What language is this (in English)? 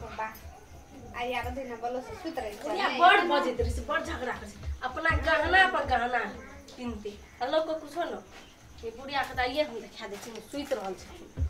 Maithili